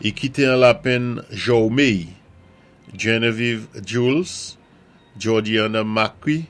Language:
Saint Lucian Creole French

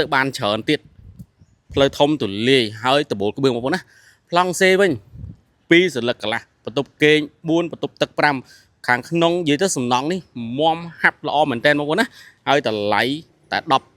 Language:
Khmer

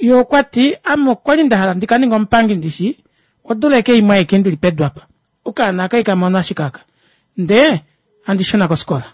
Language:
Kuanyama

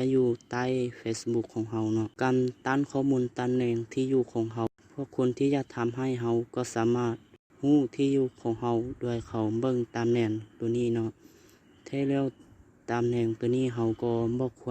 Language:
Lao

